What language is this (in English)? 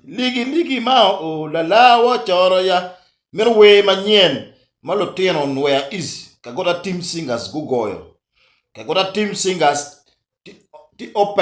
Acoli